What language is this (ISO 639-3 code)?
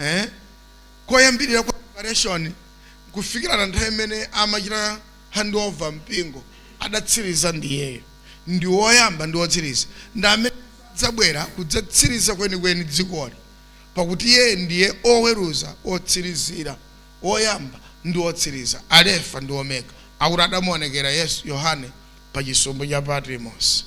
nya